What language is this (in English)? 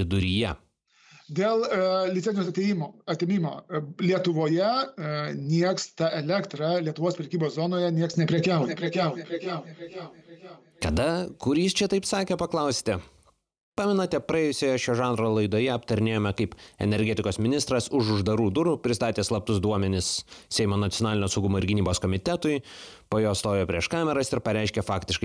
Lithuanian